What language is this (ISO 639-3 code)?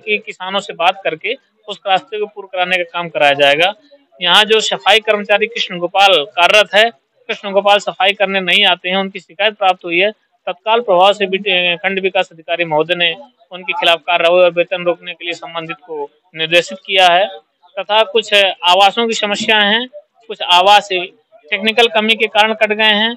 hin